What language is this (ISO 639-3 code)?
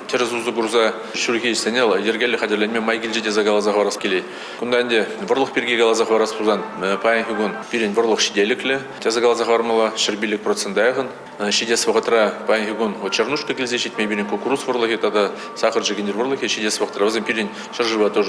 chv